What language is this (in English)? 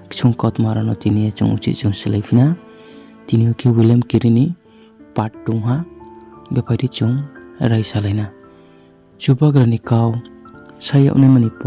Riang (India)